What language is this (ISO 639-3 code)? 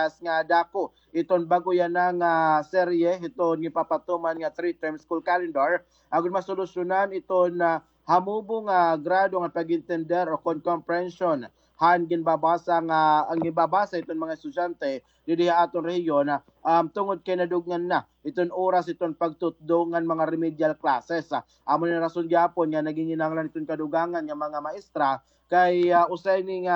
war